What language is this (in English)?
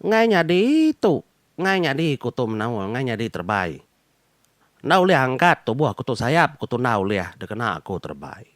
Iban